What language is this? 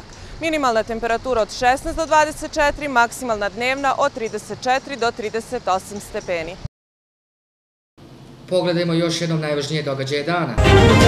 Serbian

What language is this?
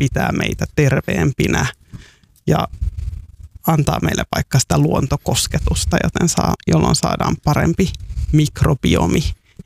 Finnish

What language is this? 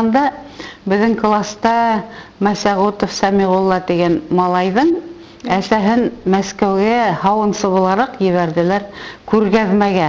Bashkir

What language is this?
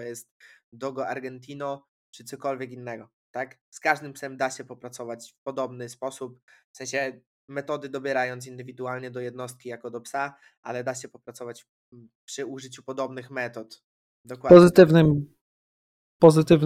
Polish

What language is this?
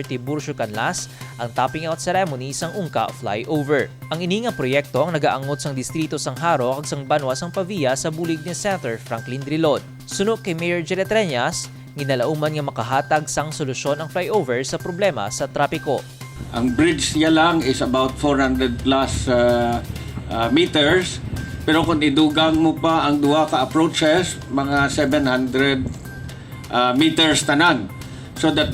Hiligaynon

